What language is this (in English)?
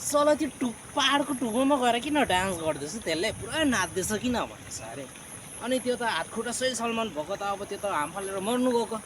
Nepali